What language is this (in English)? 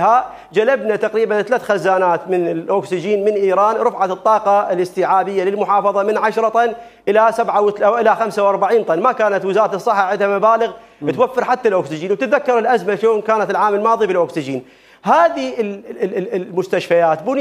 Mesopotamian Arabic